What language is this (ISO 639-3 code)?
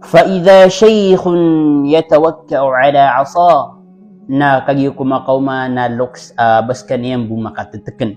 mrw